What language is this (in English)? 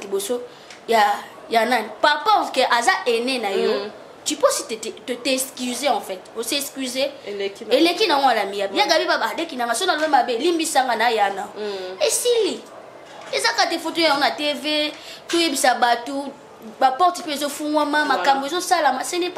Lingala